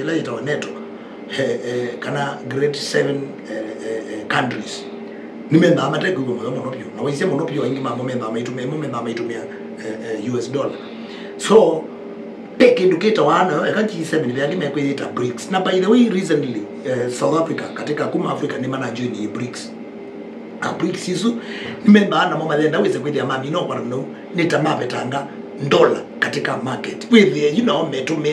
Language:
Kamba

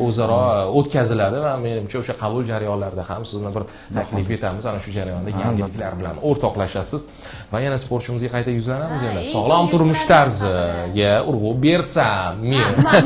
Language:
Uzbek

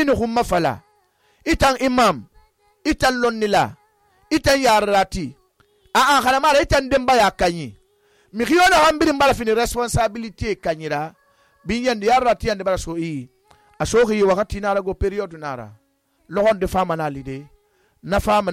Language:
Susu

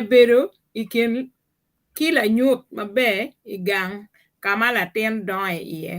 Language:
Acoli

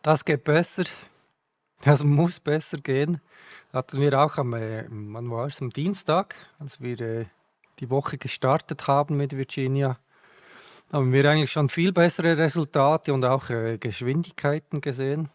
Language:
Swiss German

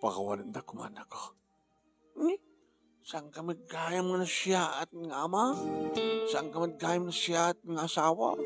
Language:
Iloko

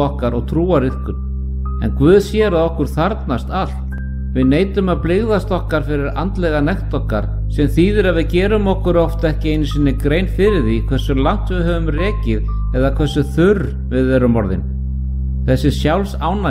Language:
Icelandic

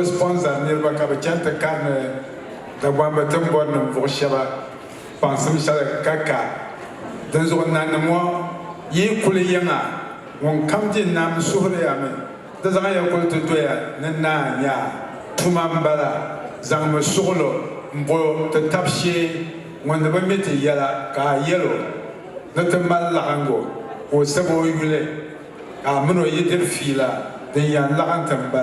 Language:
Dagbani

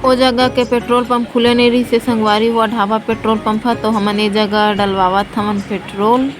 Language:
Chhattisgarhi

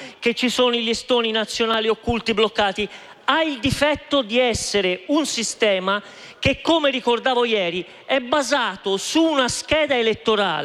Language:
Italian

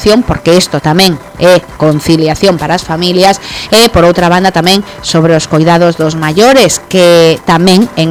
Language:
Galician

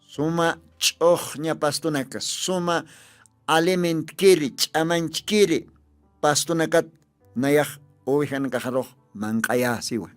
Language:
Aymara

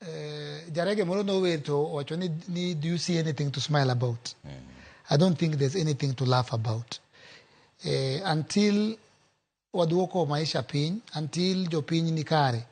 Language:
Luo (Kenya and Tanzania)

